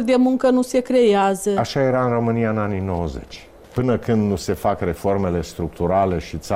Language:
Romanian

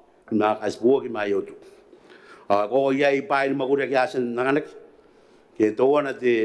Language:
Gilbertese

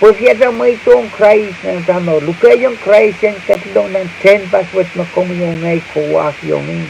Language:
Pohnpeian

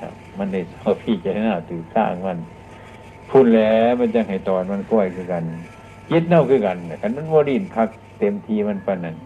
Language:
Northeastern Thai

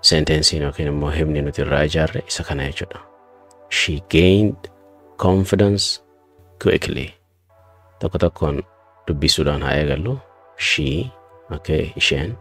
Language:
Oromo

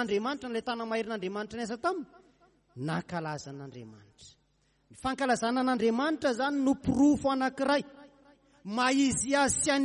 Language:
Malagasy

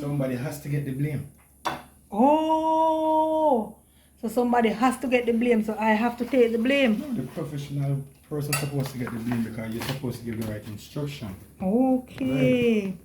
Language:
Jamaican Creole English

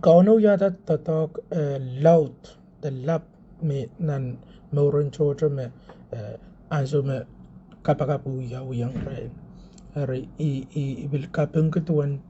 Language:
Pohnpeian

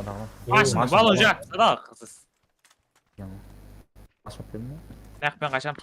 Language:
Kara-Kalpak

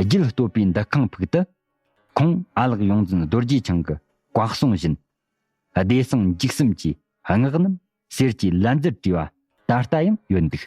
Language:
Tibetan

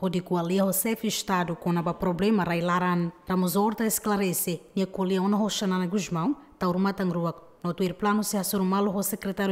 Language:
Tetum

